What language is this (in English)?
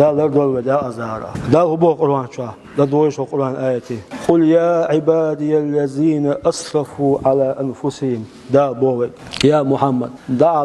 Chechen